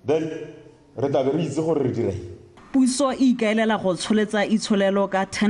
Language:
Tswana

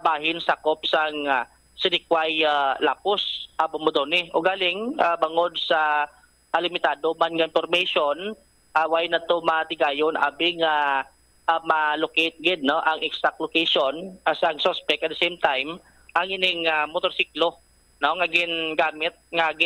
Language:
Hiligaynon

